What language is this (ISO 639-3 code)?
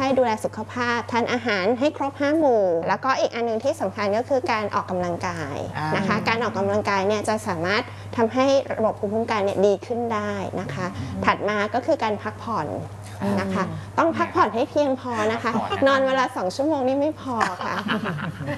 tha